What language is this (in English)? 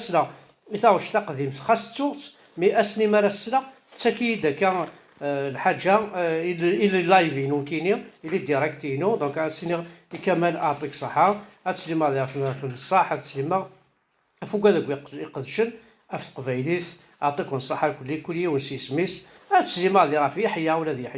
Kabyle